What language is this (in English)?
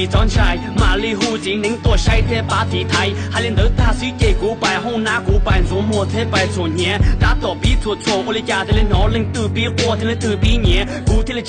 Hmong